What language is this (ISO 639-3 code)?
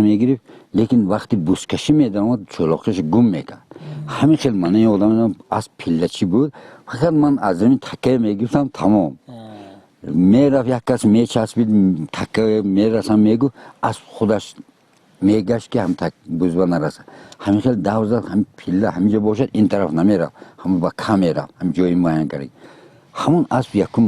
tgk